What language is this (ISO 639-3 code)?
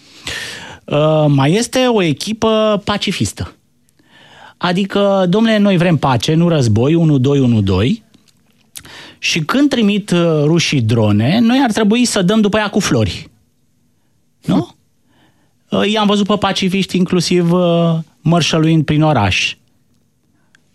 ron